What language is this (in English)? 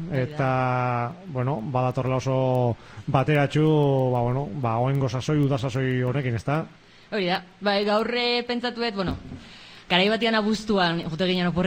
Basque